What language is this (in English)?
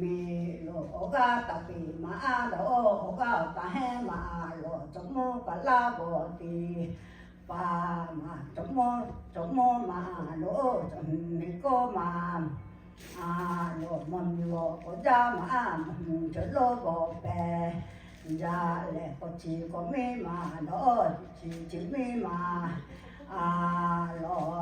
Lahu